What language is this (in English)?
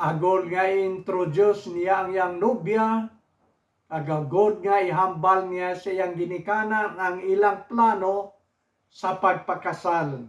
Hiligaynon